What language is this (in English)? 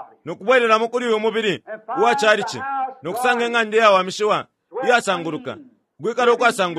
Bemba